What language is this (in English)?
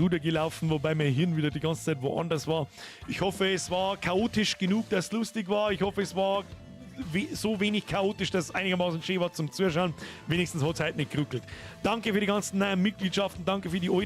Bavarian